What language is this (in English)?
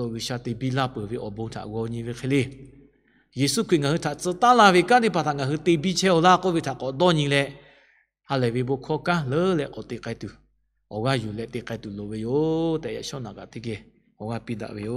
Lahu